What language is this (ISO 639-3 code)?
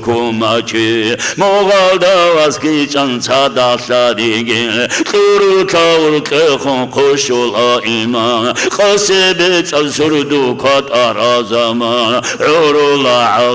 ava